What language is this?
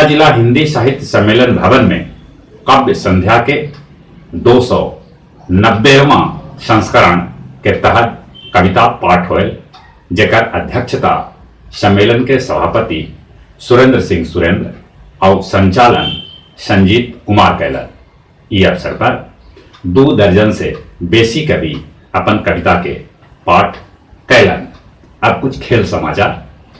Magahi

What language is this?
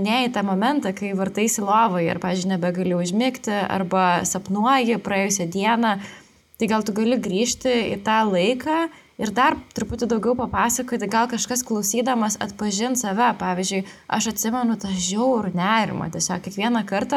Lithuanian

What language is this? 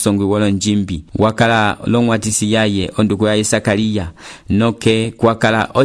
Umbundu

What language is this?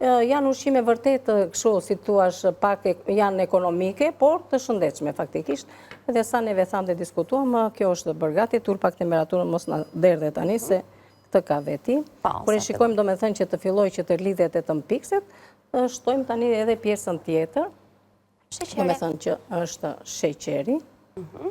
Albanian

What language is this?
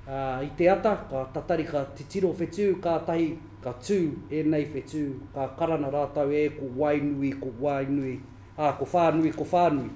Māori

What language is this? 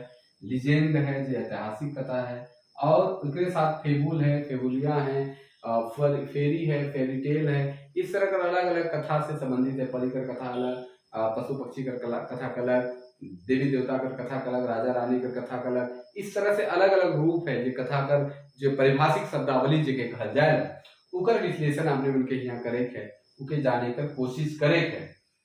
Sadri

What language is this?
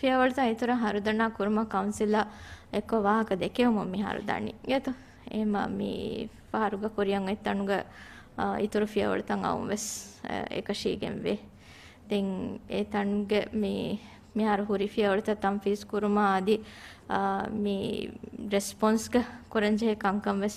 Divehi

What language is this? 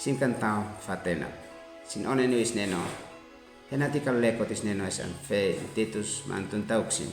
Uab Meto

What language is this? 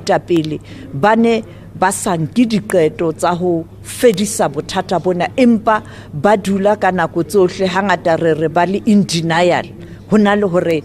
Southern Sotho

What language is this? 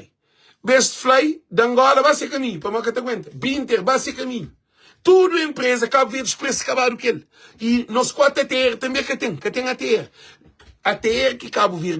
Kabuverdianu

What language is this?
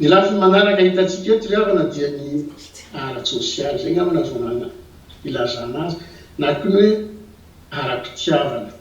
Malagasy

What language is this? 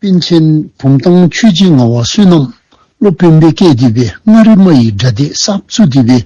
Dzongkha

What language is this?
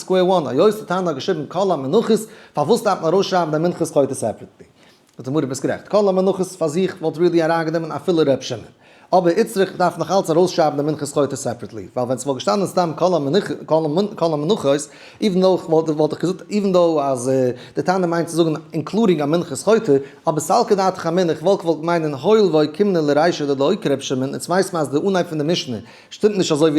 Yiddish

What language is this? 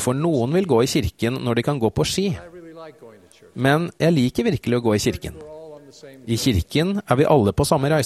Norwegian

